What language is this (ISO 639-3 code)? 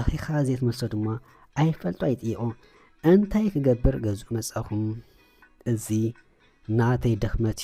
tir